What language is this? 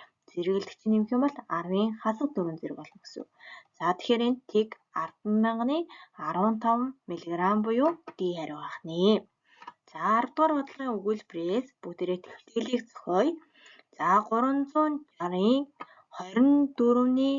Mongolian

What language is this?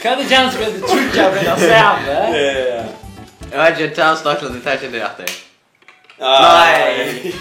Faroese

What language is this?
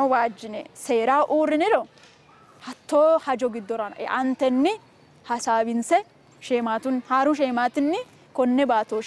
Sidamo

